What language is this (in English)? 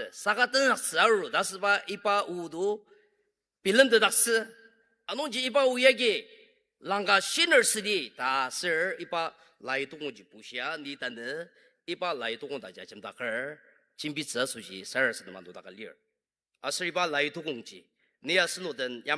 Ao Naga